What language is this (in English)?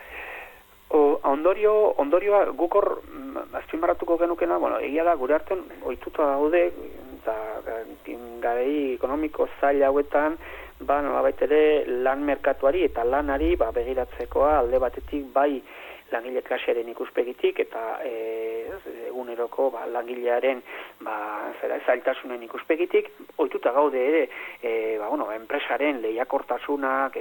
Basque